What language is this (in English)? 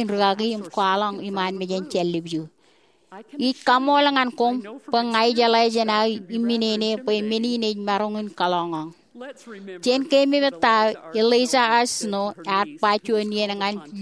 Marshallese